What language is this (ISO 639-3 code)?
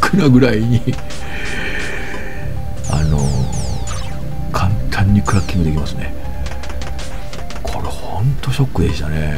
jpn